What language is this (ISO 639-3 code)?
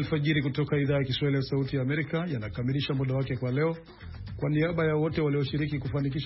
swa